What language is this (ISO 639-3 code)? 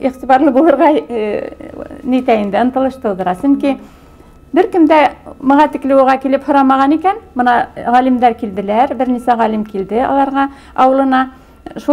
bak